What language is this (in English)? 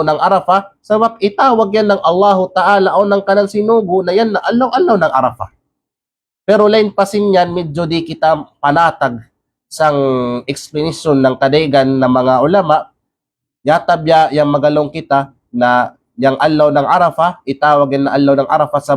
Kalagan